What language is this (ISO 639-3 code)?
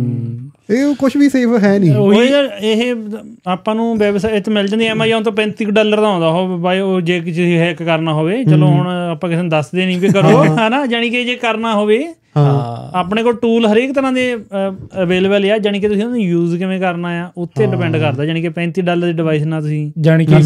pan